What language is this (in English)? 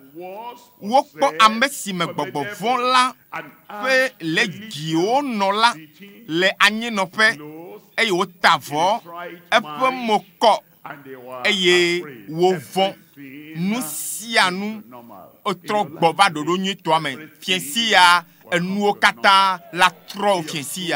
Ewe